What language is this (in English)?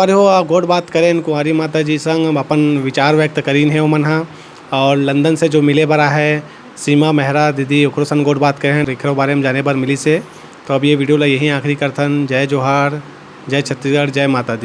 Chhattisgarhi